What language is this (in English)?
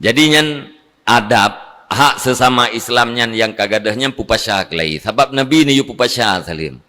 Achinese